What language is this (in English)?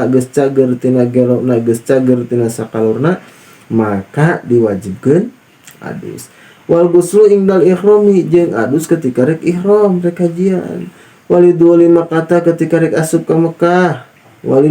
Sundanese